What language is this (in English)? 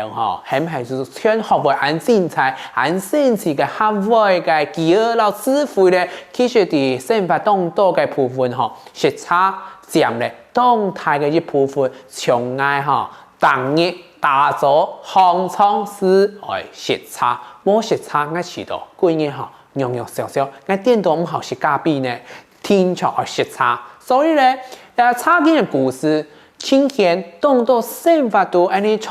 Hakka Chinese